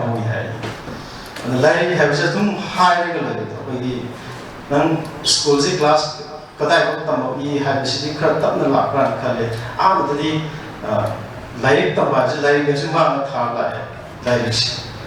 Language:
Manipuri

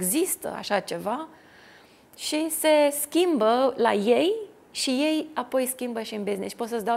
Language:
Romanian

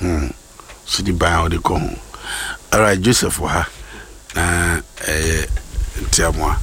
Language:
Akan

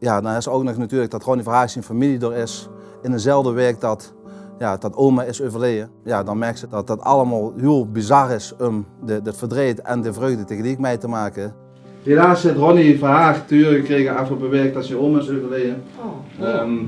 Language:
Limburgish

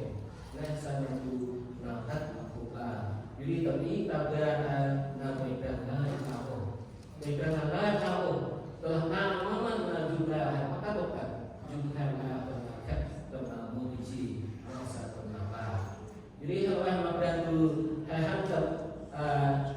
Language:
Central Mnong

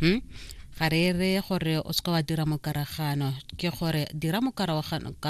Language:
Tswana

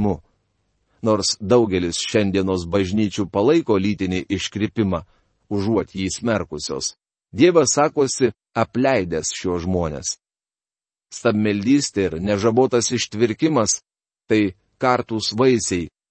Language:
Lithuanian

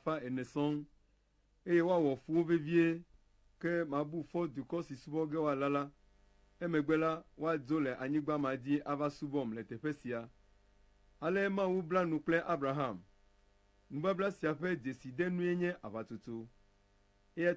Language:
Ewe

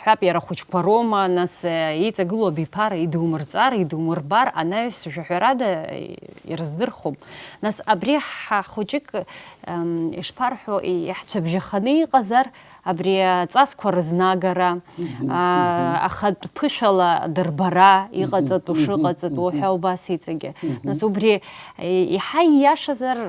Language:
Abkhazian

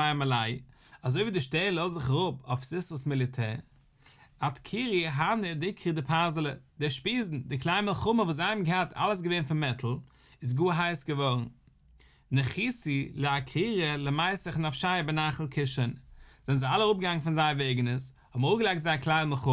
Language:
Yiddish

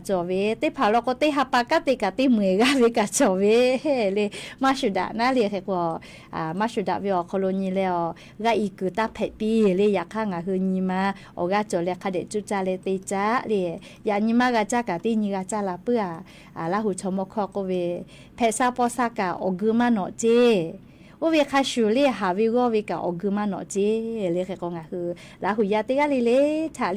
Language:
Lahu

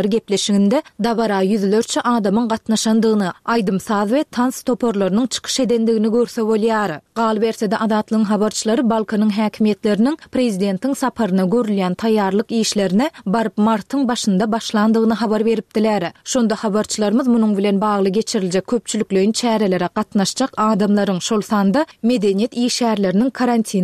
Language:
Turkmen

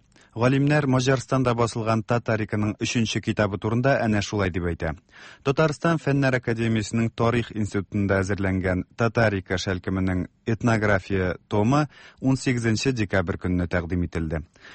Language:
Tatar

